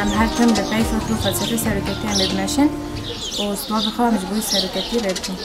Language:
Kurdish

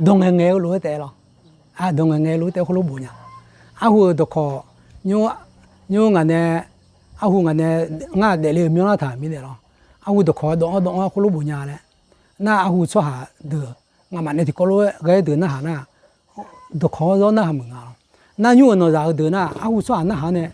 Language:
Akha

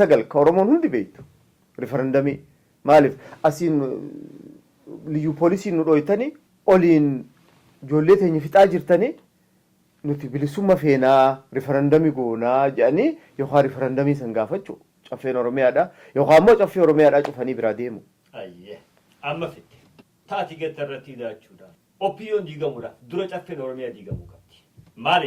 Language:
Oromo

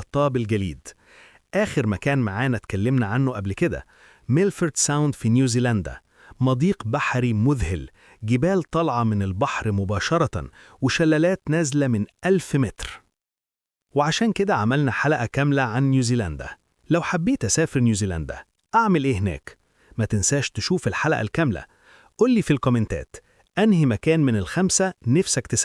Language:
Egyptian Arabic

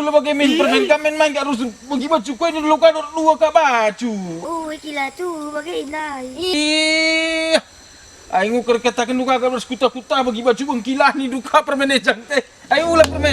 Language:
Batak Karo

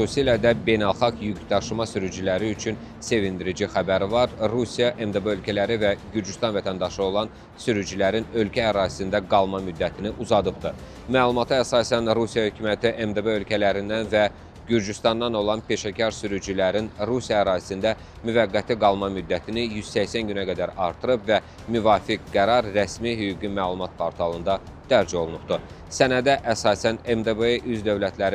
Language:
Azerbaijani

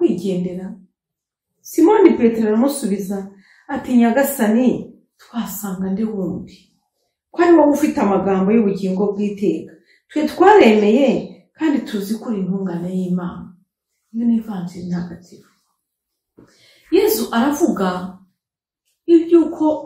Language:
Kinyarwanda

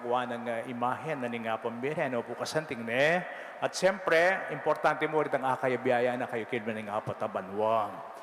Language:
Pampanga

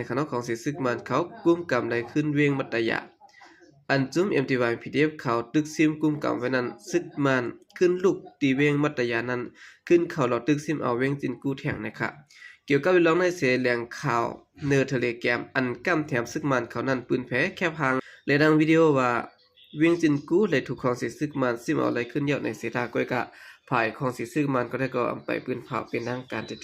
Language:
Shan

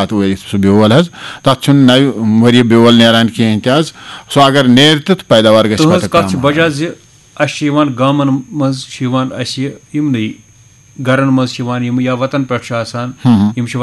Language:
Kashmiri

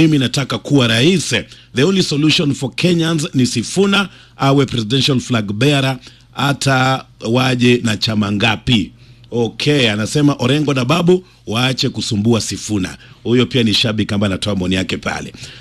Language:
Swahili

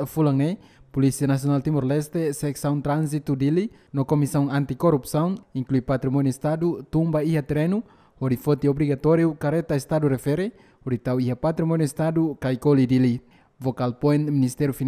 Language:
Tetum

